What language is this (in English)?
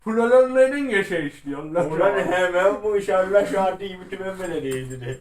South Azerbaijani